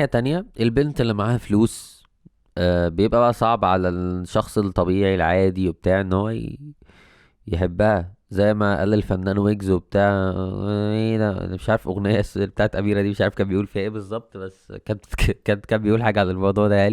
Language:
Egyptian Arabic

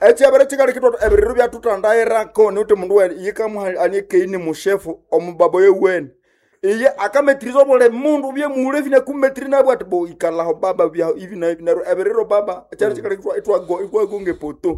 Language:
Nande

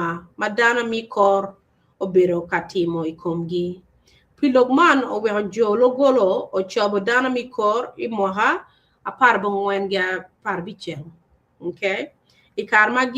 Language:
Acoli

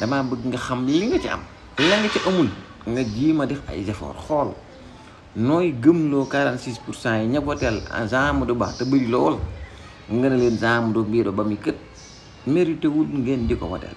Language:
Wolof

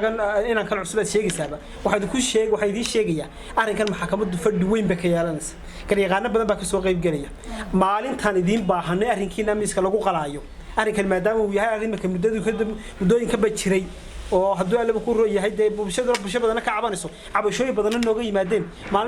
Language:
Somali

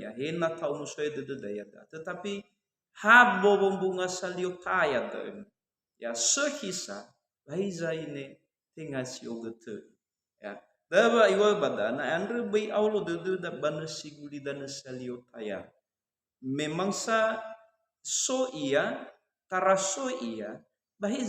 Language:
Nias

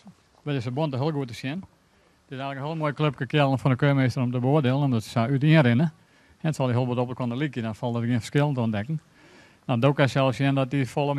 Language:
Western Frisian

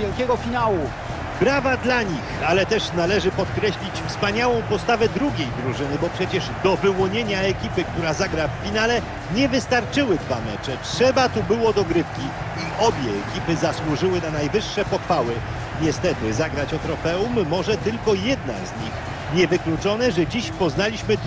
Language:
Polish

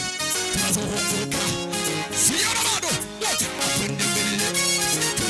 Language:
Swahili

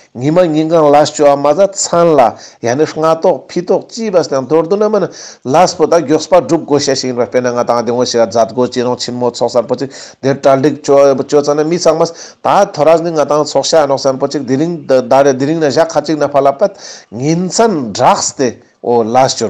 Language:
Ladakhi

